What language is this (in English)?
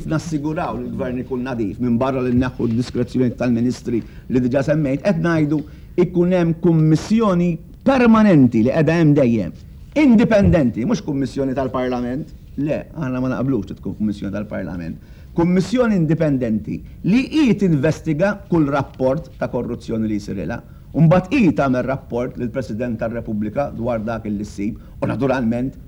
Maltese